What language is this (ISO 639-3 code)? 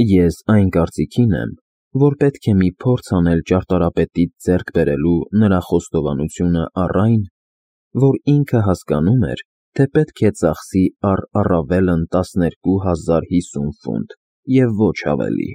hye